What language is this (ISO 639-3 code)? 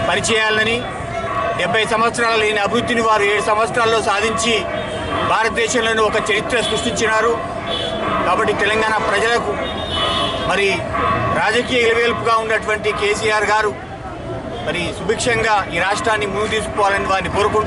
tel